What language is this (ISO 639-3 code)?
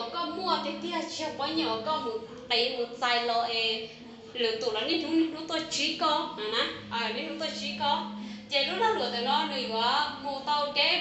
hmn